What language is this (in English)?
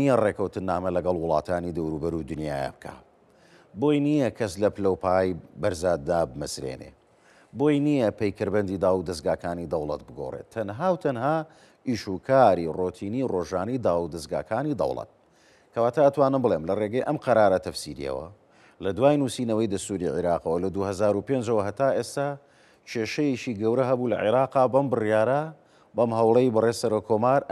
Central Kurdish